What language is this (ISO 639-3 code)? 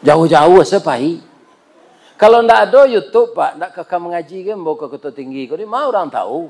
min